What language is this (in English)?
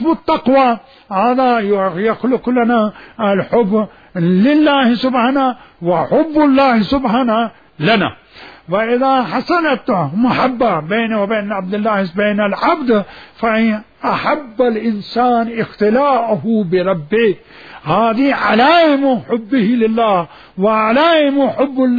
Mesopotamian Arabic